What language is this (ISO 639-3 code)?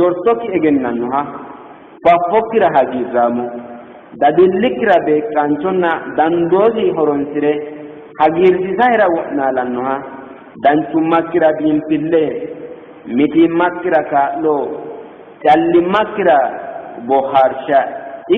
sid